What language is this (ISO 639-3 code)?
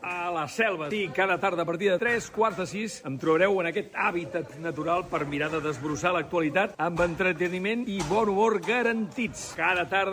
cat